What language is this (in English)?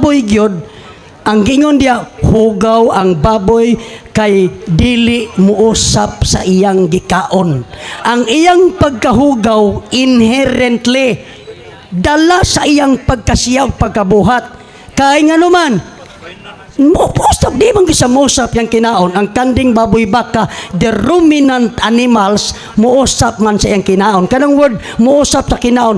Cebuano